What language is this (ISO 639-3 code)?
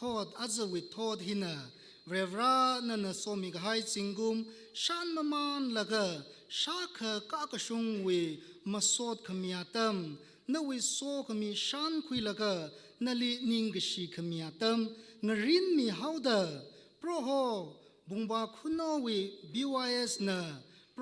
nmf